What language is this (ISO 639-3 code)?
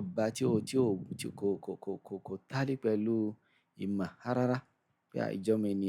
yor